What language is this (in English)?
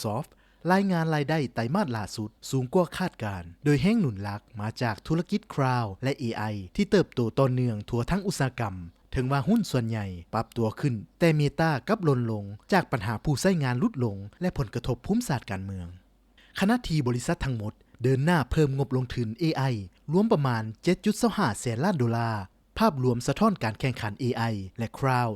Lao